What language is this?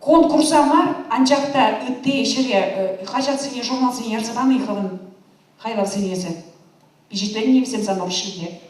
Chuvash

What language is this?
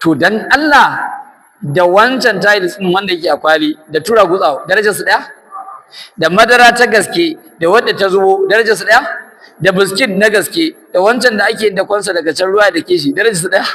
Hausa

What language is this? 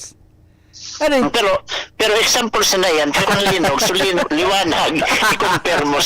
Bikol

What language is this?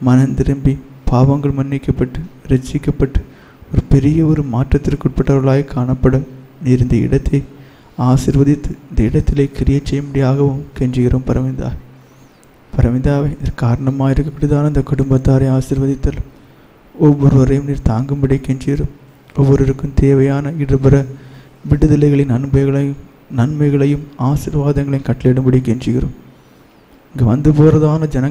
Tamil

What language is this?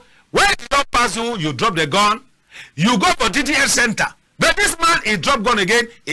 Cameroon Pidgin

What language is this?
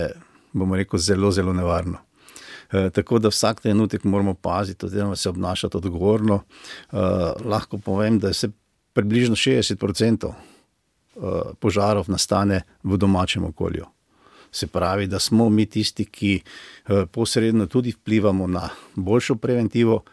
Slovenian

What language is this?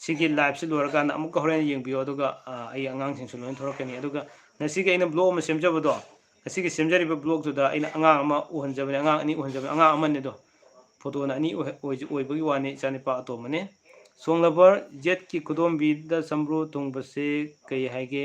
Manipuri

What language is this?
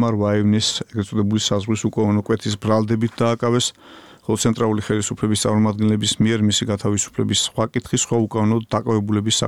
Georgian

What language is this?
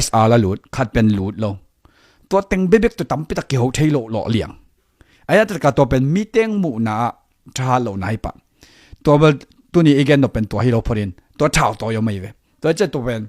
Tedim Chin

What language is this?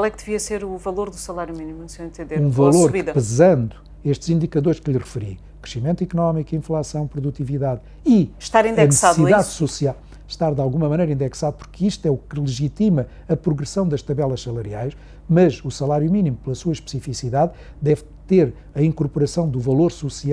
Portuguese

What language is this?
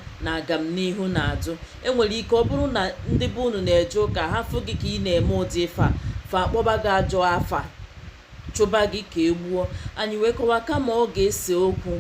Igbo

